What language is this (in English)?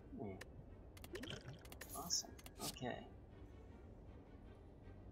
English